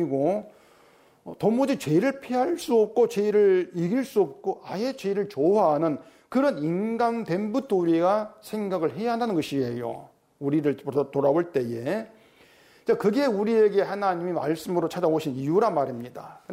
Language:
Korean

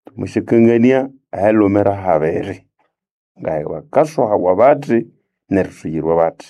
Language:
Nande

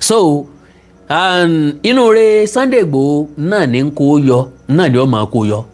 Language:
Yoruba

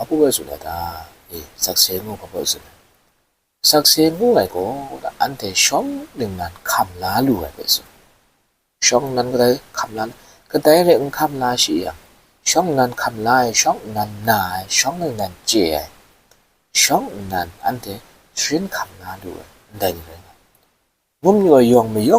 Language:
Kachin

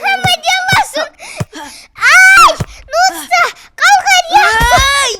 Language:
Ingush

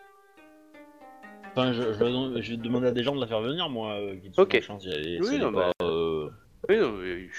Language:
French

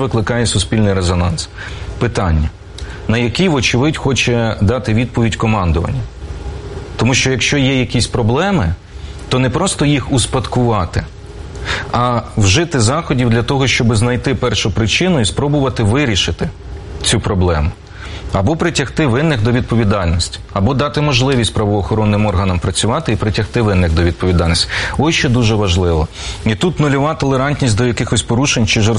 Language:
Ukrainian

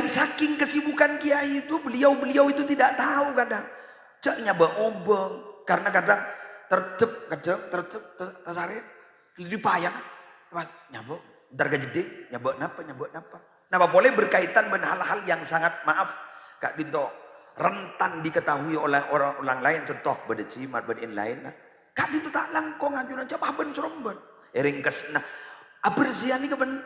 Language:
Madurese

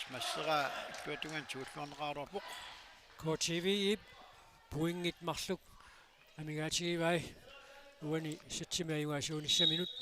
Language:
Kalaallisut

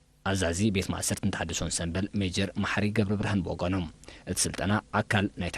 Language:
Tigrinya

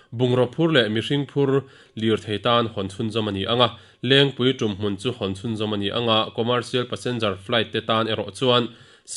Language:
Mizo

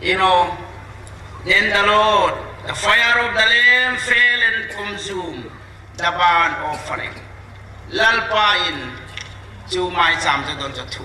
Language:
Hmar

